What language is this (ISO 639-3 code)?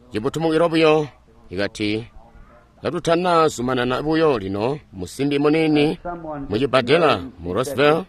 toi